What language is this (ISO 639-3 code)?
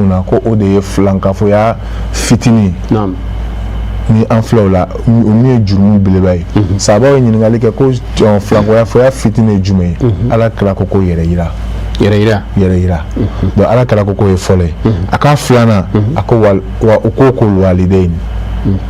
bam